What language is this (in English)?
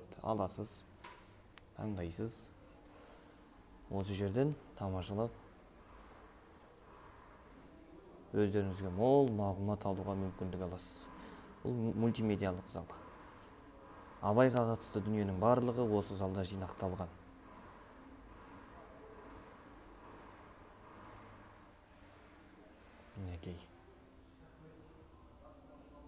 Kazakh